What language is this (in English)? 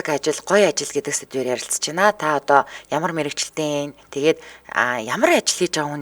Mongolian